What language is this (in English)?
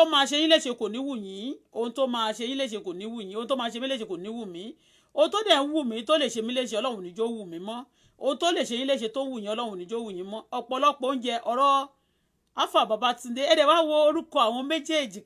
Yoruba